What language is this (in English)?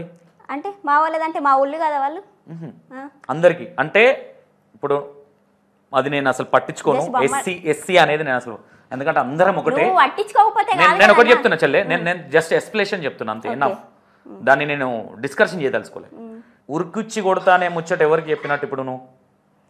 Telugu